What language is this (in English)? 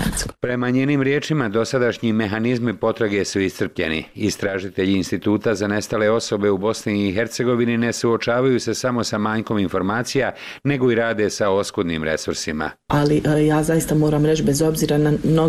Bosnian